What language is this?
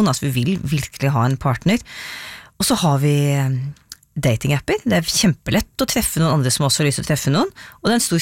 Norwegian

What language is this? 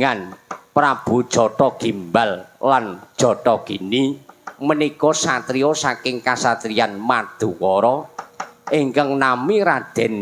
Javanese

